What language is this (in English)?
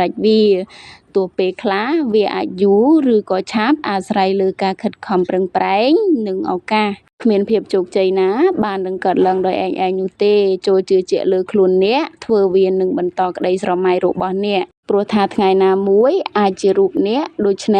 Khmer